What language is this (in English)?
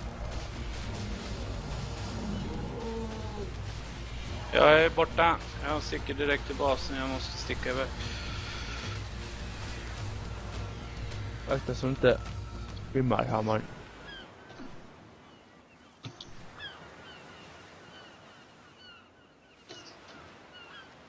Swedish